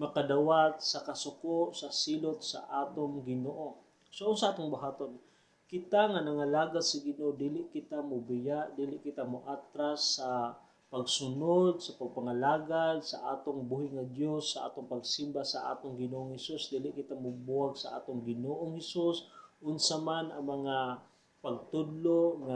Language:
Cebuano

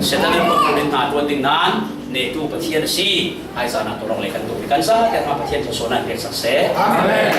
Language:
Falam Chin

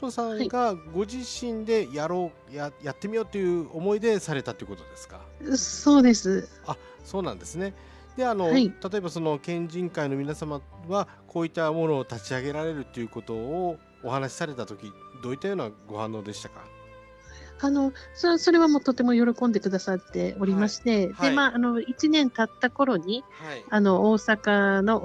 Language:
Japanese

